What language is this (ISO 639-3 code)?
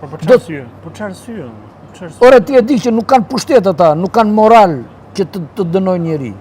sqi